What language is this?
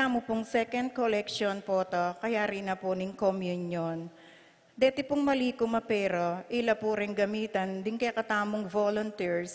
Pampanga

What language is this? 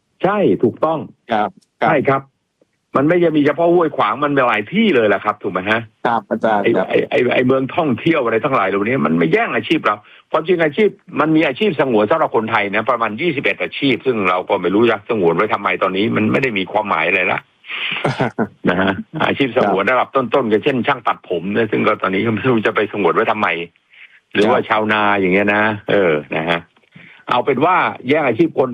Thai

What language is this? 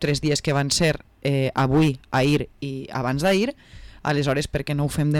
Catalan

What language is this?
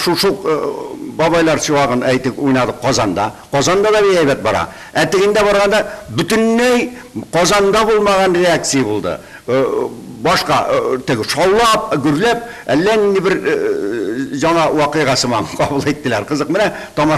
Tatar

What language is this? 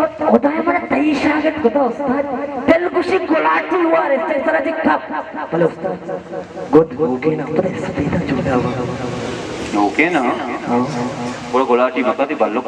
Baluchi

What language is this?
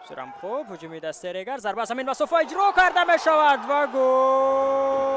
Tajik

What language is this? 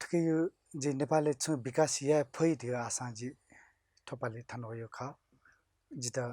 Newari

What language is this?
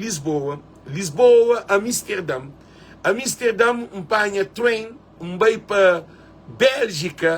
Kabuverdianu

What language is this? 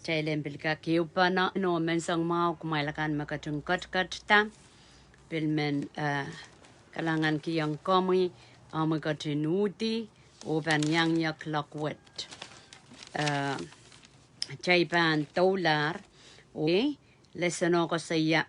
Pohnpeian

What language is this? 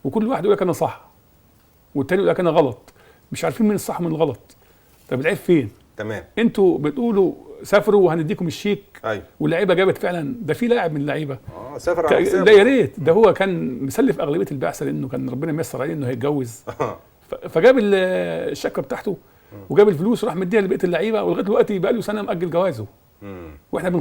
Egyptian Arabic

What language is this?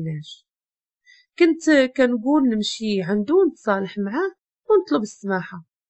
Moroccan Arabic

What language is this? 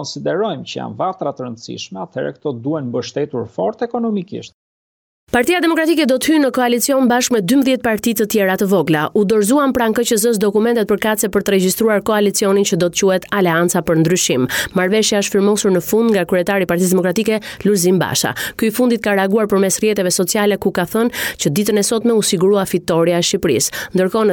Albanian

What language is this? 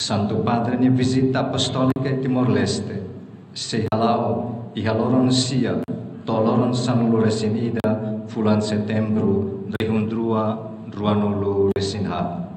Tetum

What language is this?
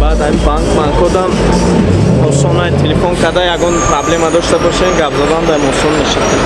Tajik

